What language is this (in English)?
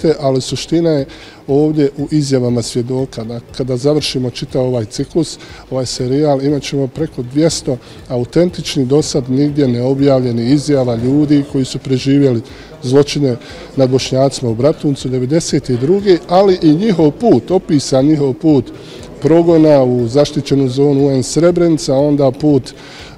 Bosnian